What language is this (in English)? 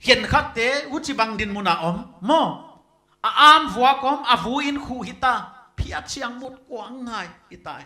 Paite Chin